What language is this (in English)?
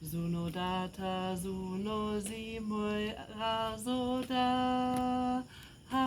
Nias